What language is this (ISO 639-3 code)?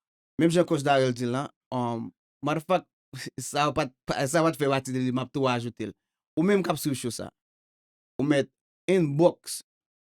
hat